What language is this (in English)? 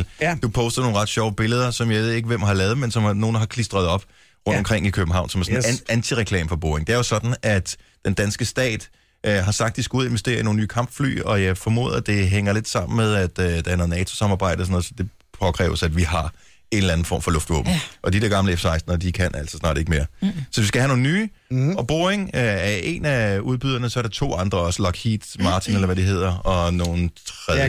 Danish